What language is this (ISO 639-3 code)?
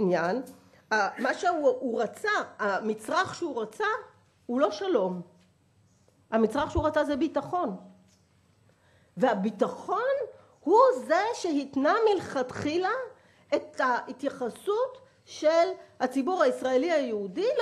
heb